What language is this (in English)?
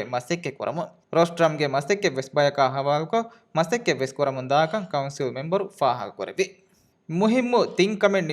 Divehi